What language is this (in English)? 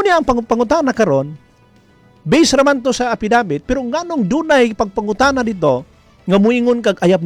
Cebuano